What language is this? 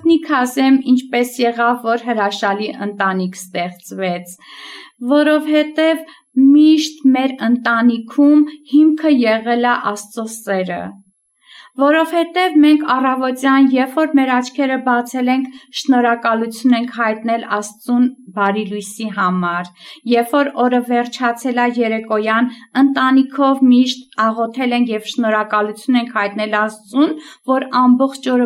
Armenian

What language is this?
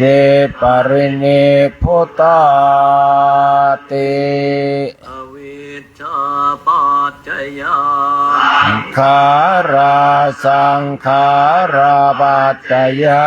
Pali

